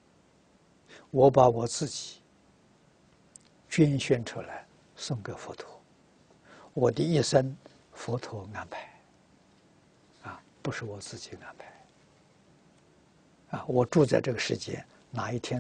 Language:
Chinese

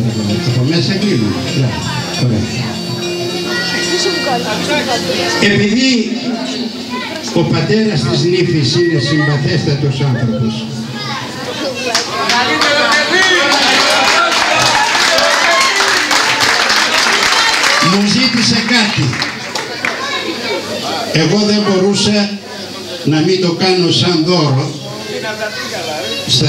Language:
Greek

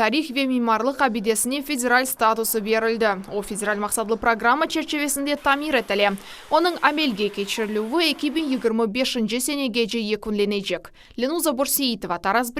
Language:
Crimean Tatar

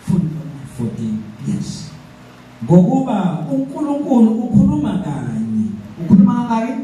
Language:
Zulu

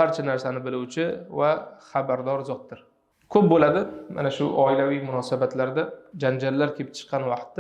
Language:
Uzbek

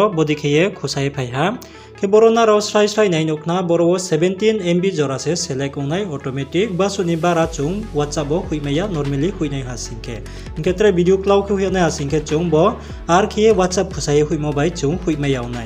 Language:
Riang (India)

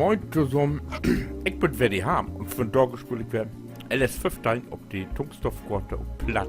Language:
Low German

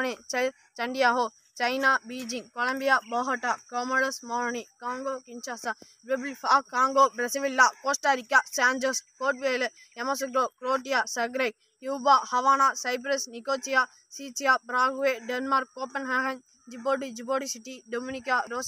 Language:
Tamil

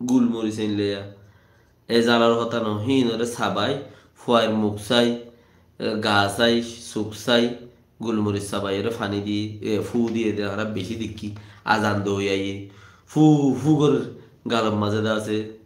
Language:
Rohingya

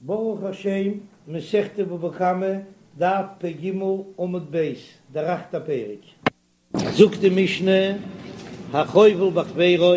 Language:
Yiddish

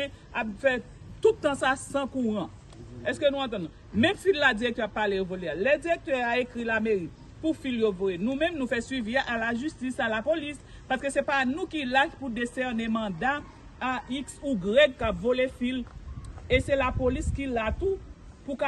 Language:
Haitian Creole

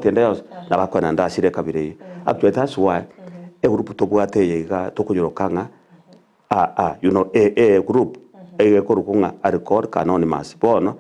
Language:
Gusii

